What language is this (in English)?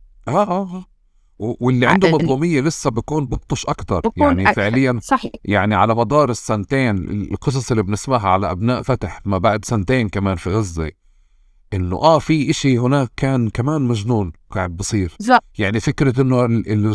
North Levantine Arabic